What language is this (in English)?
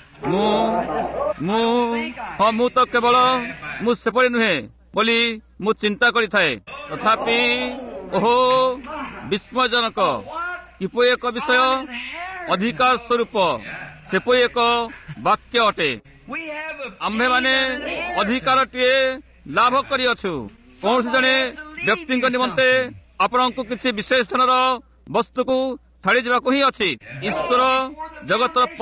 Odia